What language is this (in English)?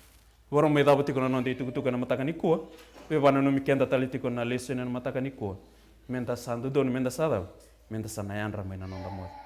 Fijian